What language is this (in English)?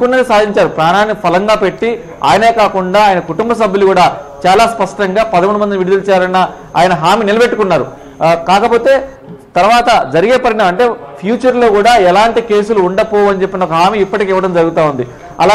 Telugu